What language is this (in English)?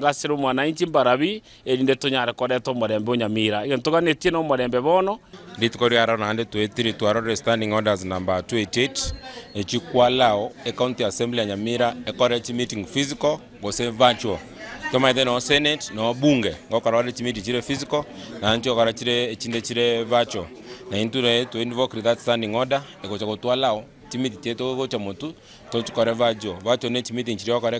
Gusii